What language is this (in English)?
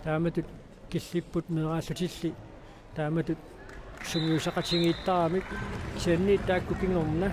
Kalaallisut